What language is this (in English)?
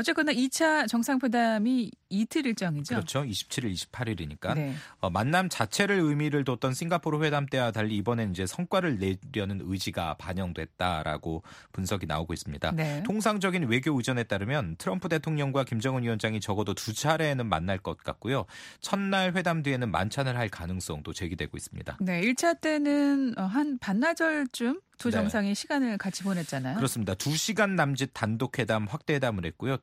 Korean